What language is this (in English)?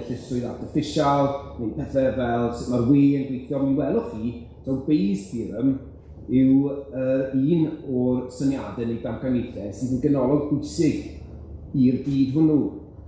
Welsh